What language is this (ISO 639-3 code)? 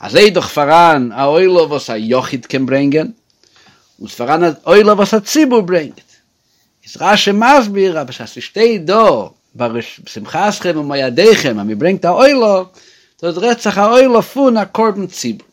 yid